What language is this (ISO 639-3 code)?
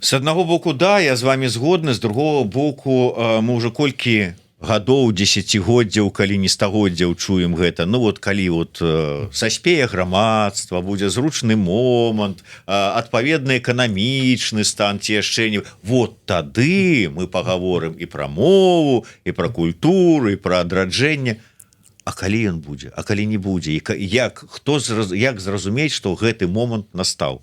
bel